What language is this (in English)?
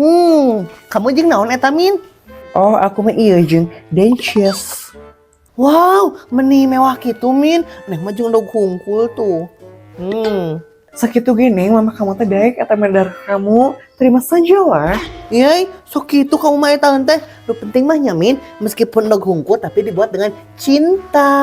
Sundanese